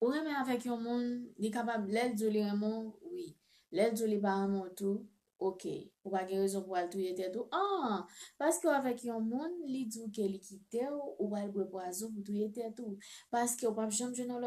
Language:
Haitian Creole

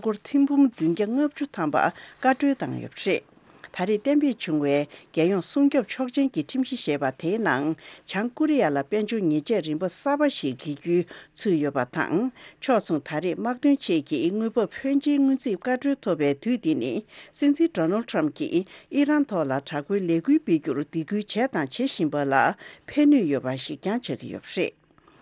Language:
Tibetan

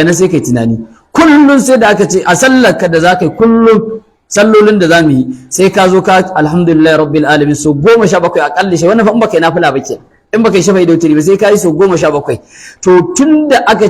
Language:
Hausa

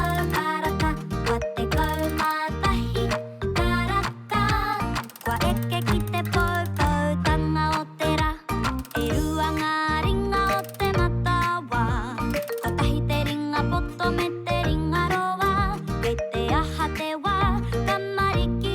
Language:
Māori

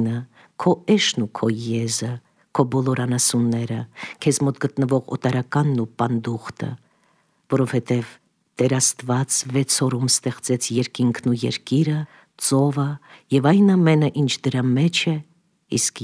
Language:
Armenian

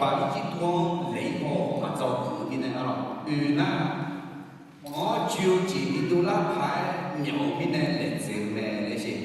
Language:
Akha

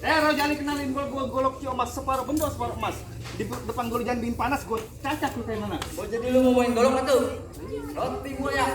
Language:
Betawi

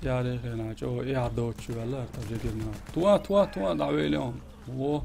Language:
Chechen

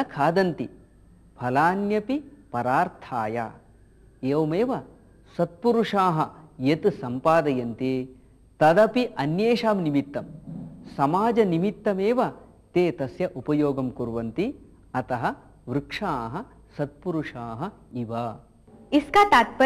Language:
Sanskrit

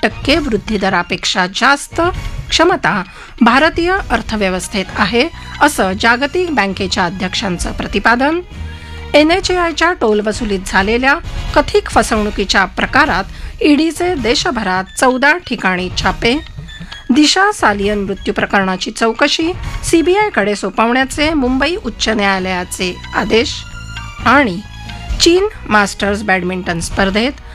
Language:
Marathi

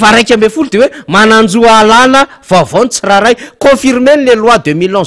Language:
Malagasy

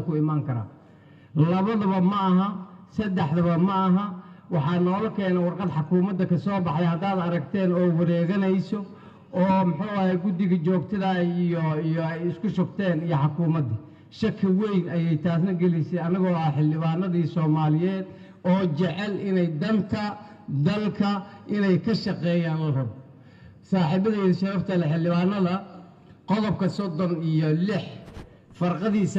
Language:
Somali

